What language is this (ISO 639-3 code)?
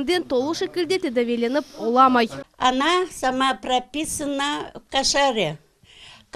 crh